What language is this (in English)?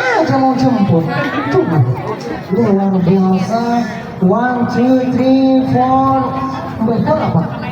Banjar